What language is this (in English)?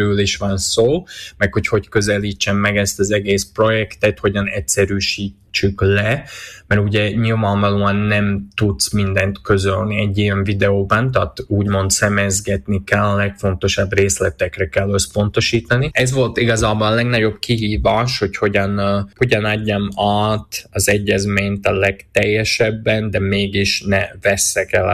Hungarian